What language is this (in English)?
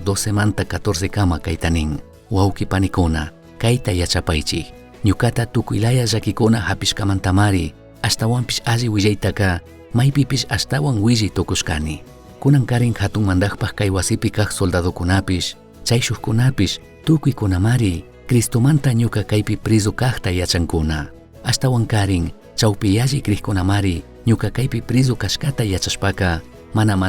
Chimborazo Highland Quichua